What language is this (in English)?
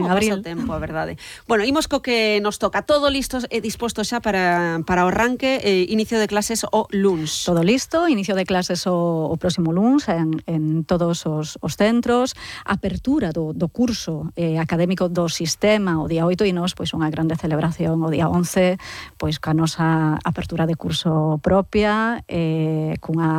Galician